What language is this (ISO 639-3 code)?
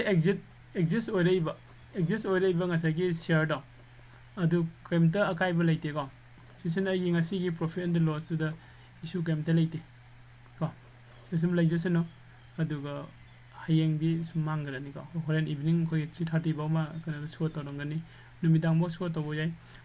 mni